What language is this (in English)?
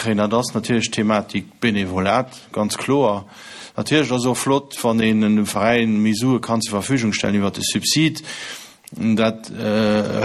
Luxembourgish